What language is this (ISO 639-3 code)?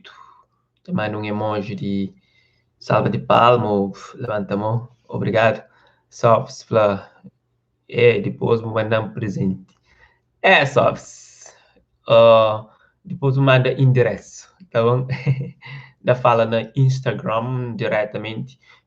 kea